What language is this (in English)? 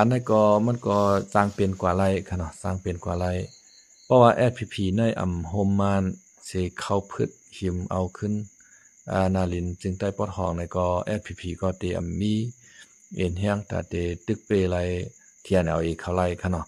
Shan